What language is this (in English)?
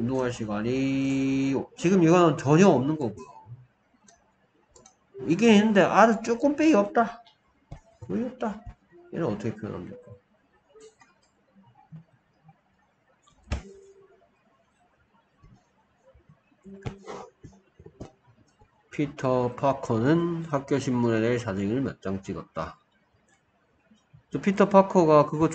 Korean